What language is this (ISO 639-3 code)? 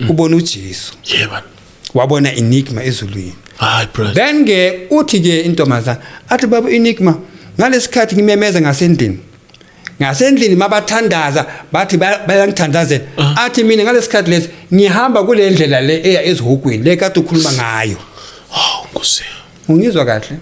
zul